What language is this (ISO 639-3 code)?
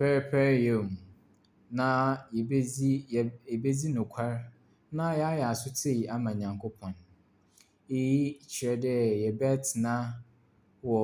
aka